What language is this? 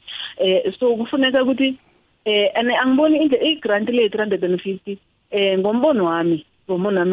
South Ndebele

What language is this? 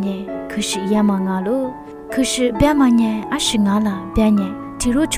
Lisu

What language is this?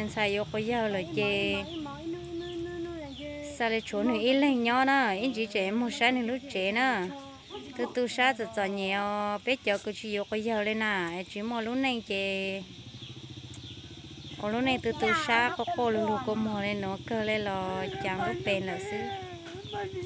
Vietnamese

